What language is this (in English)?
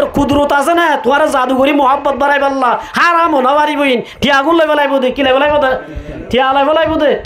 Rohingya